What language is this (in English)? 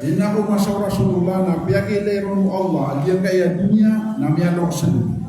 Maranao